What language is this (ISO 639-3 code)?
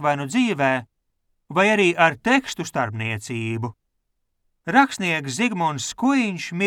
lav